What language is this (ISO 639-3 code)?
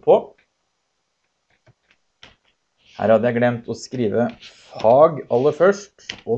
nor